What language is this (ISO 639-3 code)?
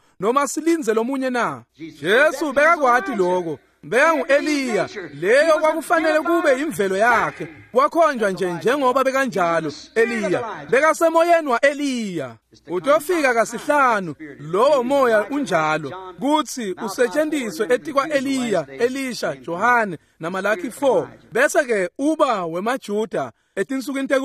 ssw